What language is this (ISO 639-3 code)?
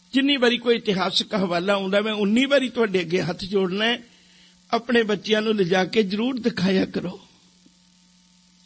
pan